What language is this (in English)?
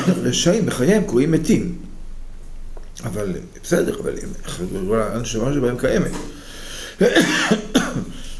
Hebrew